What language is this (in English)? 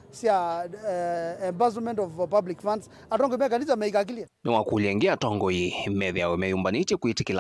Kamba